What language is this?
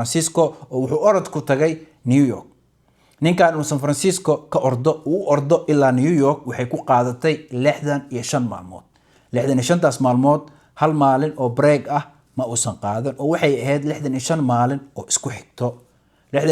Somali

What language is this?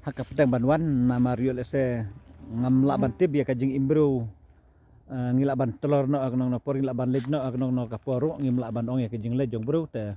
Khasi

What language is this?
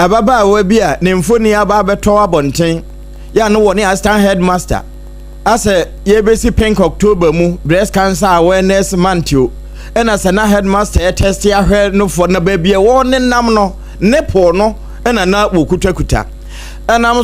Akan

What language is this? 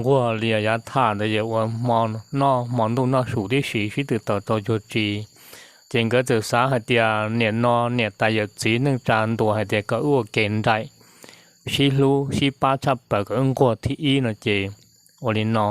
Hmong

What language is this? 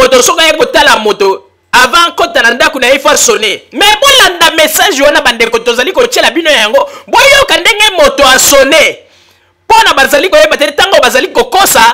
Lingala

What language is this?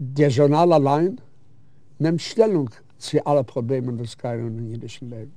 Yiddish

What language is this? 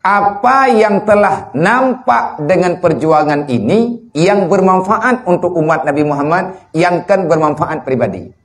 Achinese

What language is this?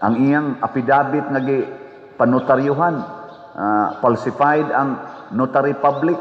Cebuano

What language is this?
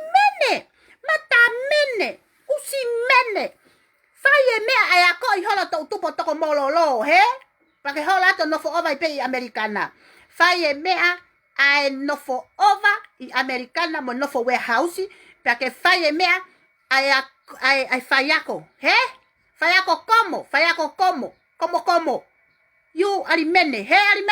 Tongan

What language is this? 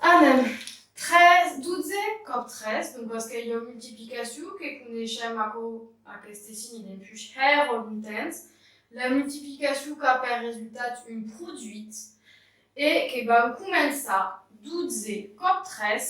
Occitan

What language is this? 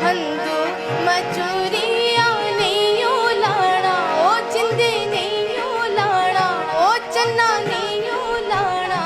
Dogri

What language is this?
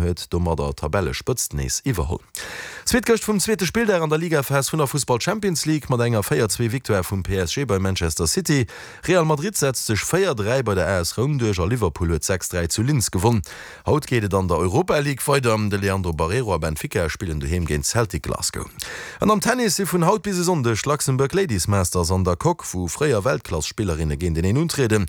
Luxembourgish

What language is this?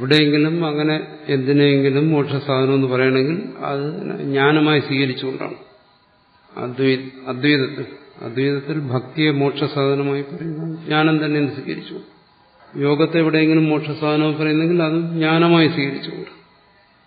Malayalam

